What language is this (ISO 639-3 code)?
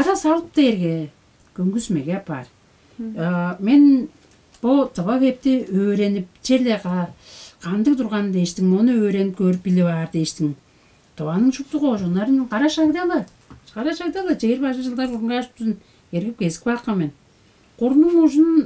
tyv